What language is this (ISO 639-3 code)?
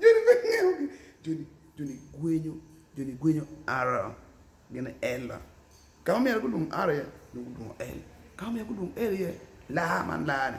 ach